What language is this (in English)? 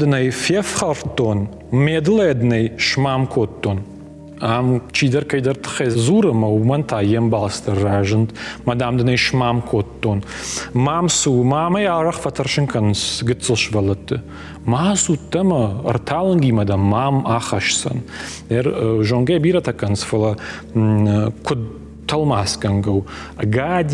Ossetic